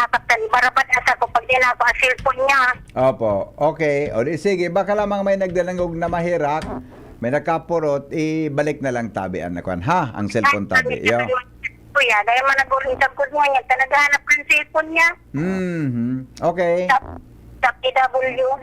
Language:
Bikol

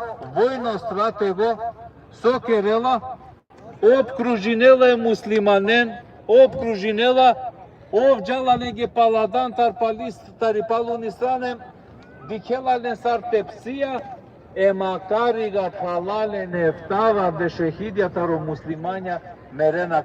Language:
Balkan Romani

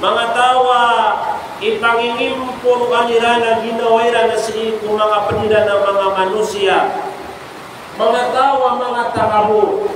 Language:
Maranao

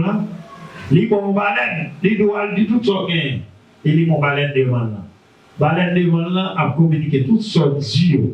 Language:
Haitian Creole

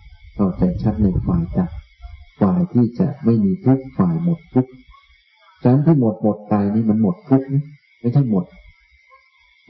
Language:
Thai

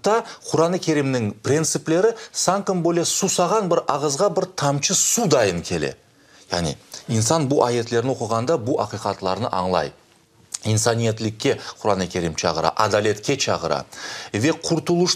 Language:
Crimean Tatar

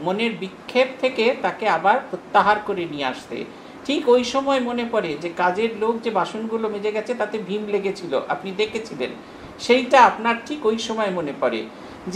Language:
Bangla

